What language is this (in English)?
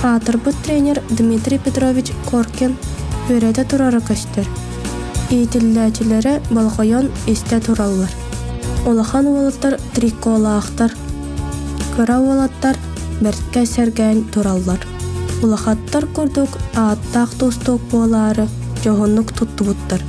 Yakut